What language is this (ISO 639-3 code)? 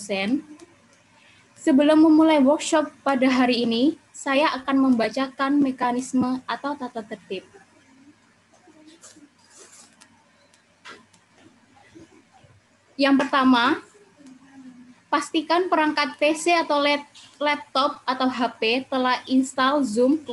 ind